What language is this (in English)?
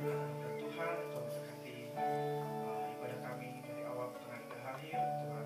Indonesian